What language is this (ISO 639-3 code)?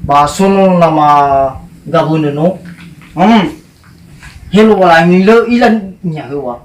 nia